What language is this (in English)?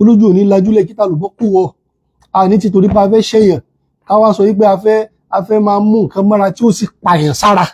Yoruba